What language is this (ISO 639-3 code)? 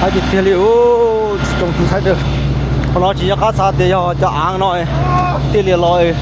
hmn